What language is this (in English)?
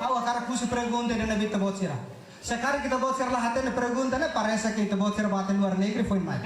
Tetum